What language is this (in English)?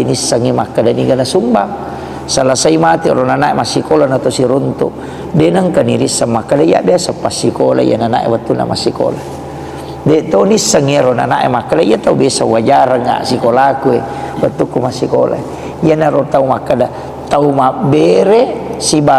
Buginese